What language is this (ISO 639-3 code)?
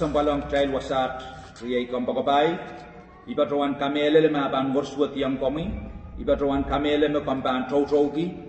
pon